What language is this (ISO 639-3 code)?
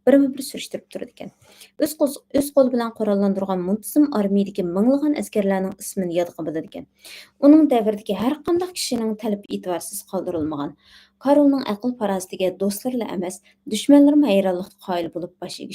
uig